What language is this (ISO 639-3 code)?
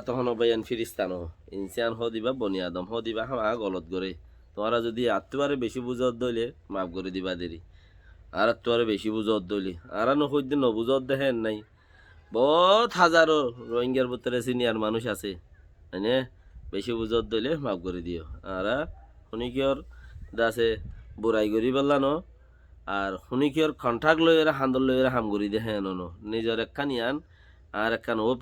rhg